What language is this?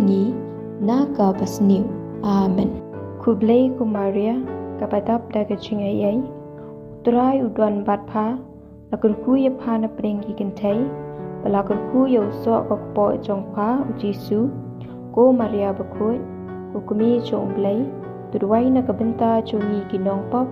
Khasi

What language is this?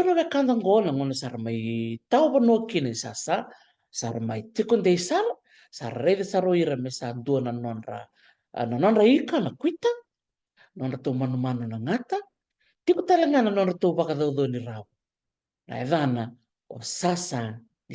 Fijian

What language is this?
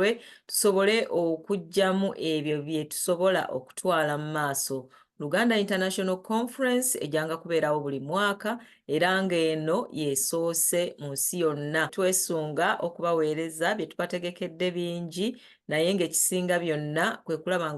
Ganda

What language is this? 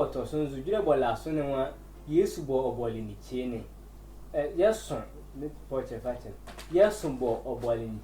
Sehwi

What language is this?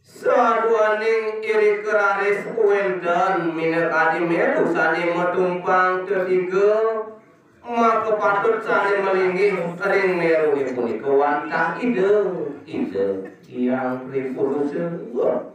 Balinese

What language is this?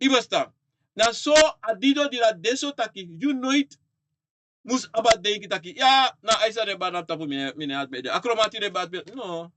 Sranan Tongo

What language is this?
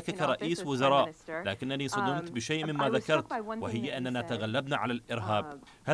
Arabic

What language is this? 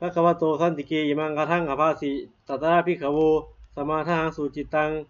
Pali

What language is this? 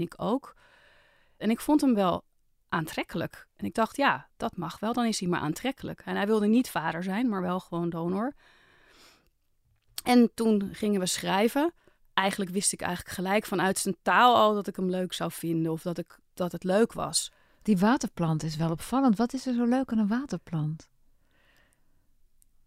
Dutch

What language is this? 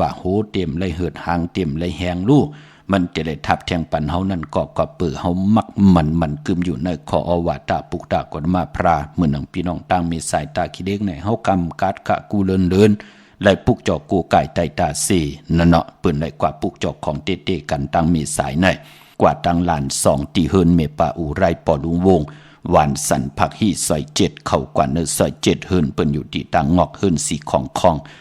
Shan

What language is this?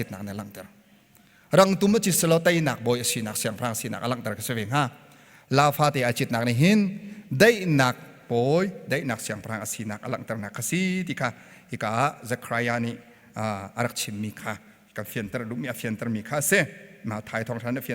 Hakha Chin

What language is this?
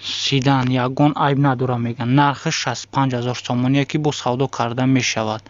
Tajik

